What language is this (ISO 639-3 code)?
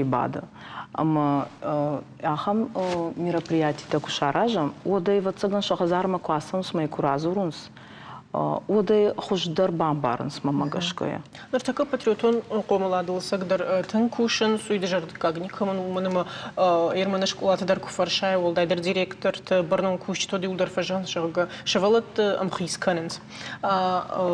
oss